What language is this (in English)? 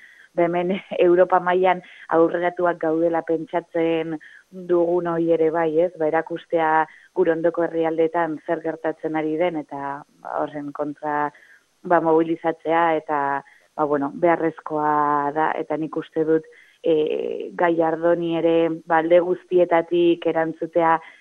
Basque